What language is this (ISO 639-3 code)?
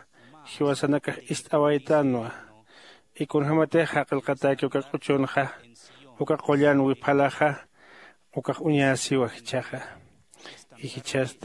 aym